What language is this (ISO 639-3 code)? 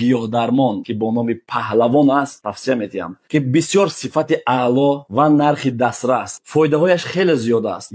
tgk